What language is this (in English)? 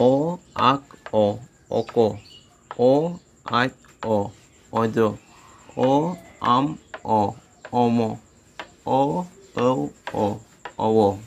Santali